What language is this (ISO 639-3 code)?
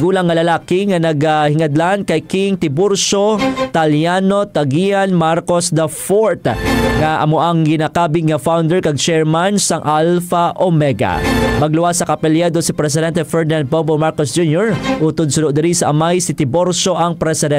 hil